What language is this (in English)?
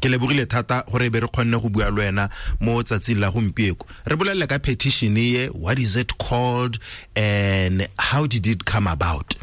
Tswana